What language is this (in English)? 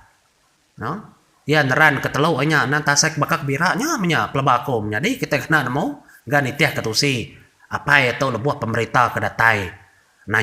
Iban